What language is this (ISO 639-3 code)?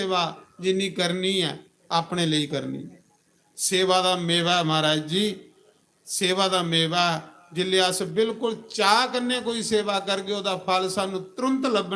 doi